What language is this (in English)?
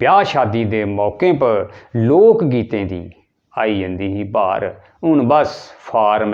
Dogri